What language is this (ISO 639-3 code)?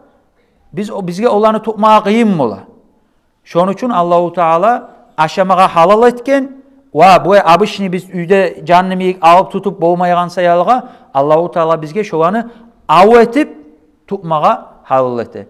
kum